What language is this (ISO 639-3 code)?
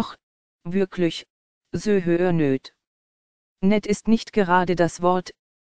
deu